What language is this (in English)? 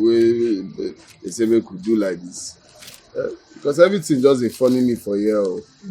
Nigerian Pidgin